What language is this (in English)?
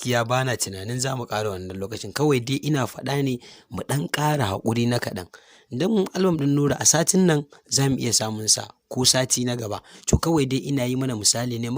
Hausa